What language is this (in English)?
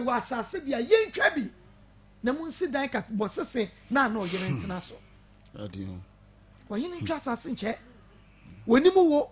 Akan